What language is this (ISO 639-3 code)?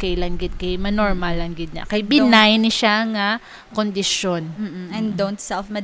hil